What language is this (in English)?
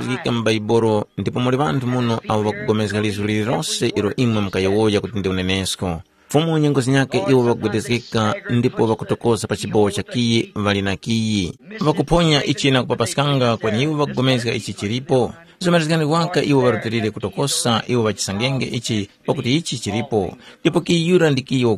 Tumbuka